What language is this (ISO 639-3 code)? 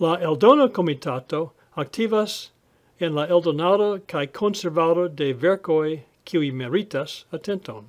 epo